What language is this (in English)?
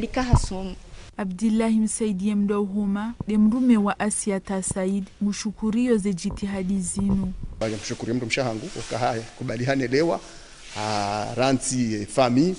Ngazidja Comorian